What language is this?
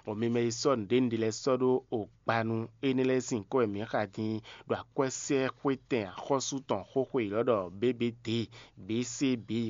Fon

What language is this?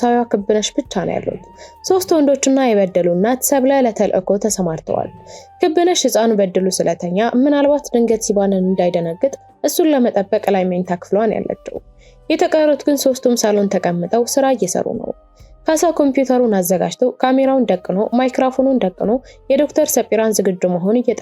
Amharic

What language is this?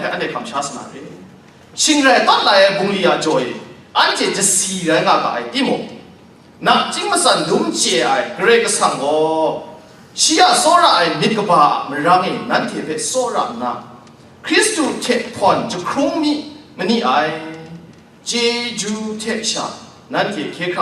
Kachin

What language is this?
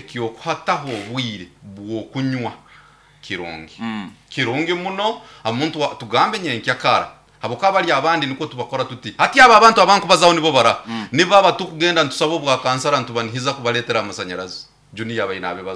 Nyankole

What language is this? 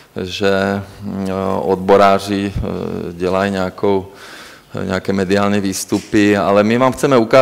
Czech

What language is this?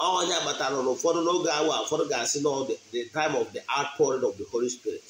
Igbo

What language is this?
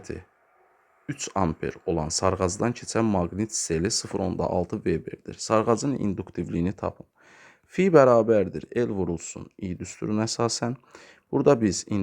Azerbaijani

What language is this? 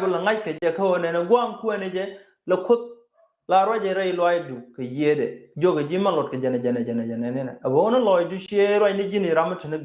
Nuer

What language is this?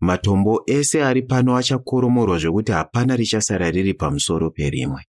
Shona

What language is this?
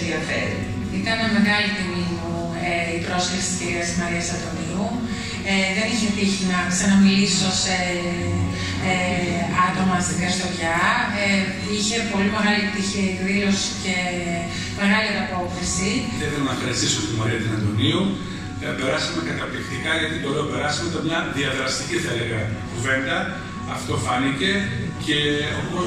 Greek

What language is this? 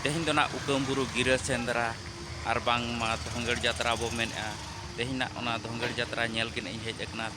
Santali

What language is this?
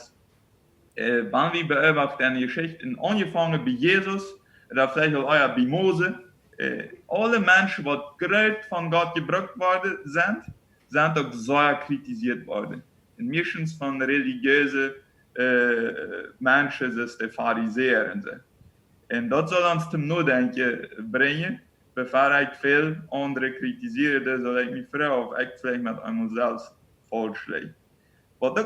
Plautdietsch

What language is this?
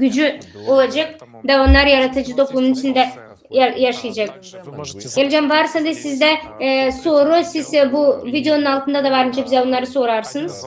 Gagauz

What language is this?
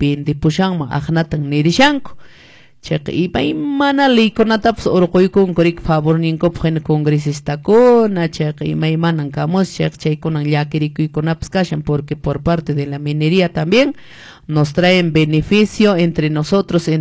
Quechua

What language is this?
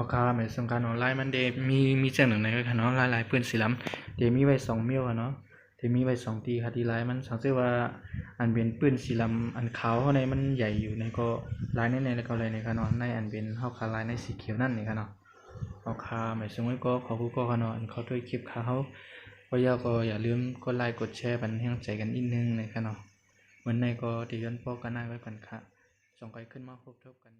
Shan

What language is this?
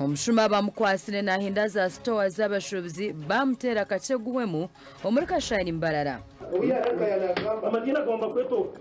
Nyankole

